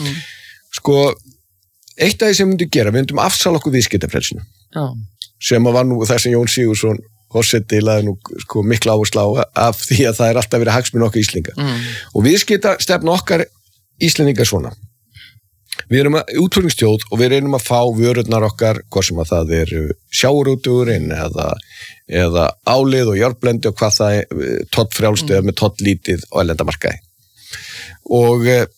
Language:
Icelandic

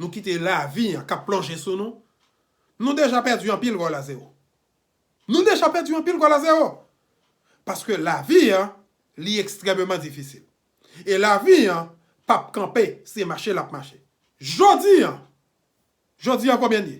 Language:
Haitian Creole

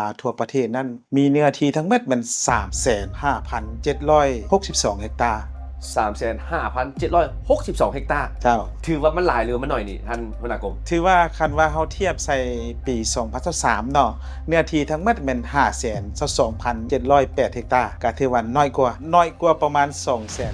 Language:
Lao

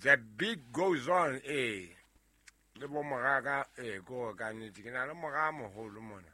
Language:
Southern Sotho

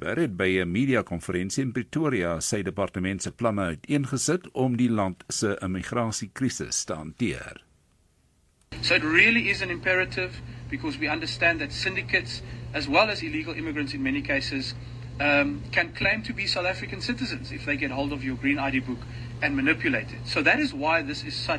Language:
Afrikaans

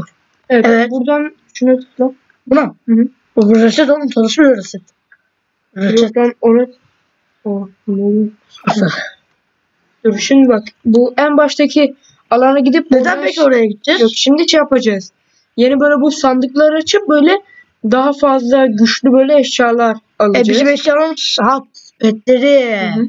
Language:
Turkish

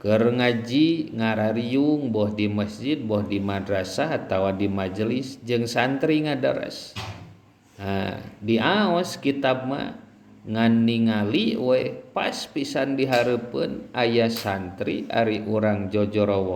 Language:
Sundanese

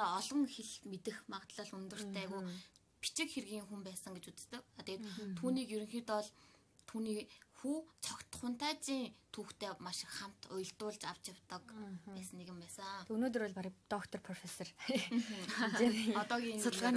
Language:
Mongolian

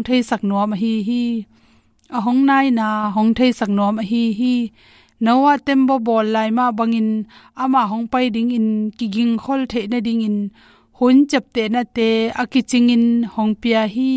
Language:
Tedim Chin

